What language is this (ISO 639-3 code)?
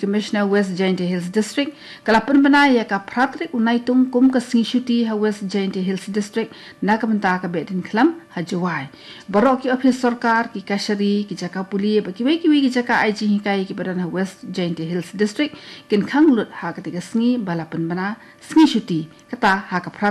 kha